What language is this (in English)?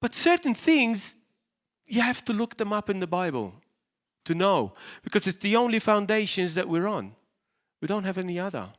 English